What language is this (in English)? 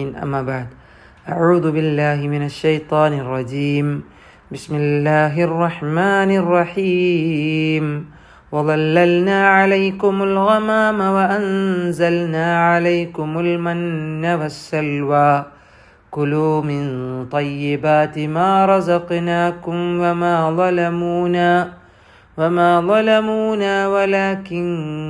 Malayalam